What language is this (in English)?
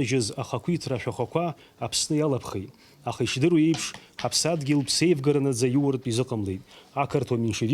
Abkhazian